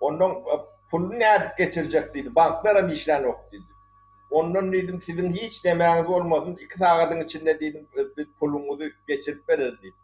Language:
Turkmen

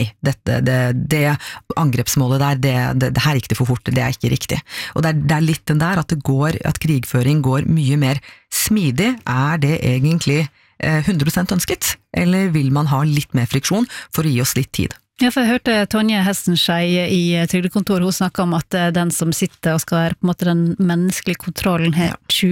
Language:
Norwegian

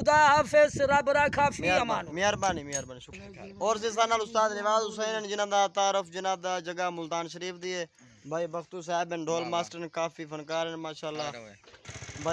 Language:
Saraiki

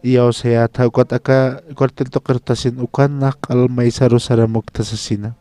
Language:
Aymara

